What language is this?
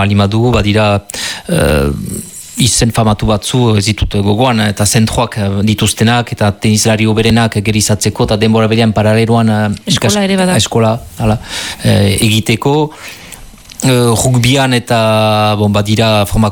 Basque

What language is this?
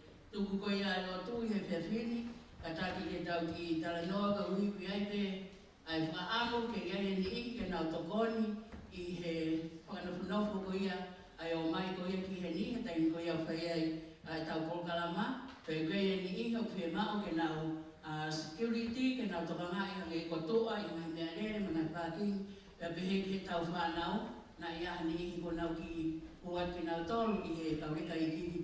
Tongan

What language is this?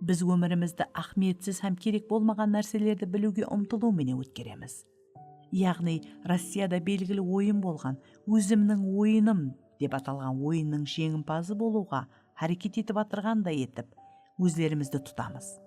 Kara-Kalpak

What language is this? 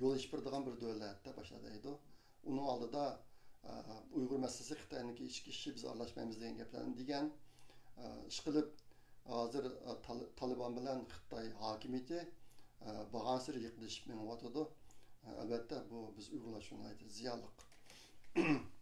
Uyghur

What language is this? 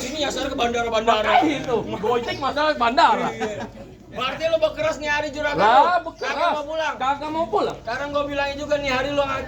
Betawi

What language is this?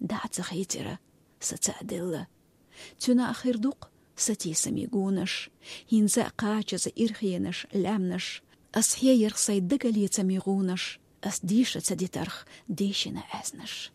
Chechen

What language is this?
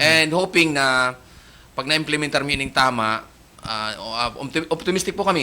Bikol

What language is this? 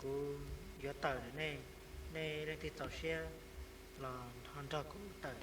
Hmong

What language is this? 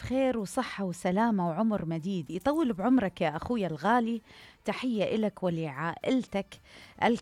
Mesopotamian Arabic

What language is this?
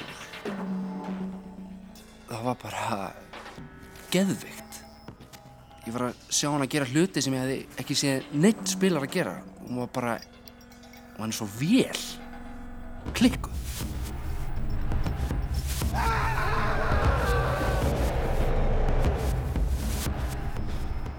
Icelandic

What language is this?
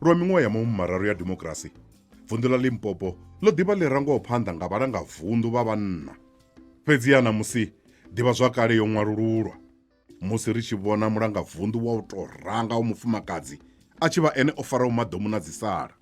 Venda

